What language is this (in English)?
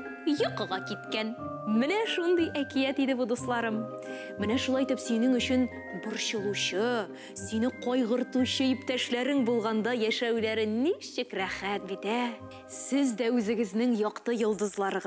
Tatar